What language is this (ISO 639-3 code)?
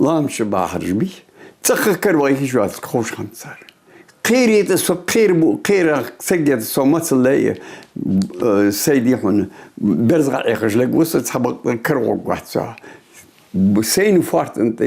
inh